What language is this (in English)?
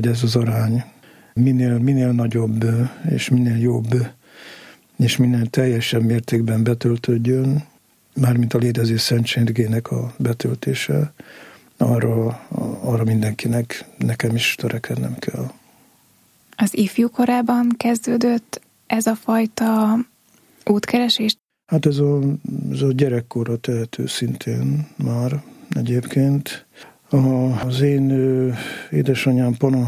Hungarian